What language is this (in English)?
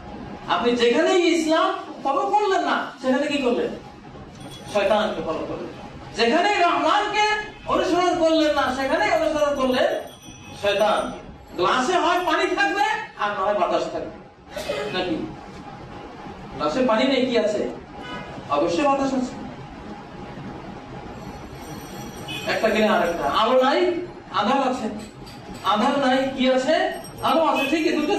Bangla